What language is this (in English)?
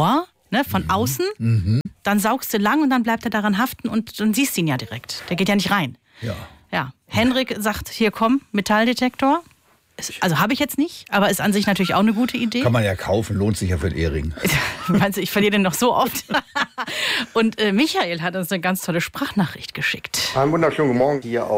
German